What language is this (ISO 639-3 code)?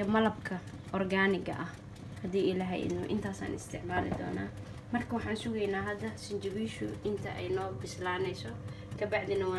som